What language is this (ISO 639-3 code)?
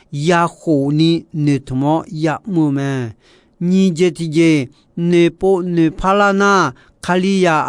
ahk